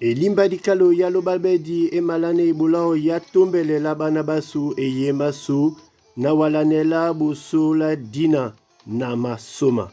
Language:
Duala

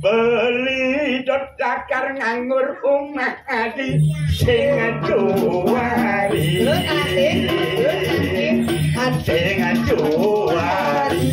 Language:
Balinese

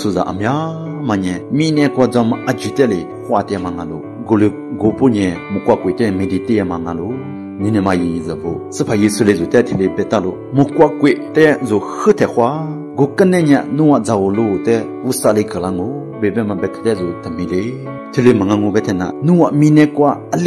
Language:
Lisu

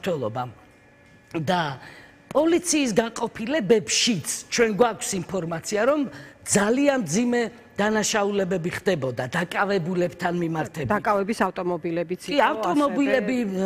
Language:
Georgian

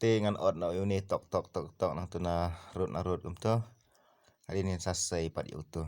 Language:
Khasi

